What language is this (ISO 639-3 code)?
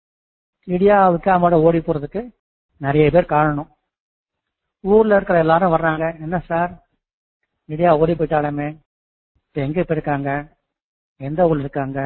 tam